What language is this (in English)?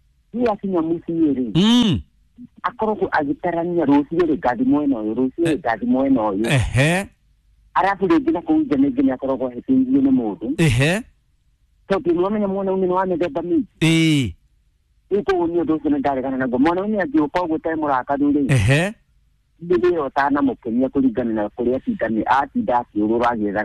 Kikuyu